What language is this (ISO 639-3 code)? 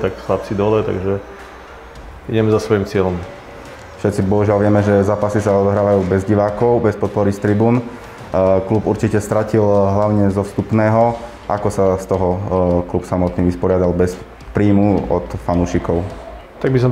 slk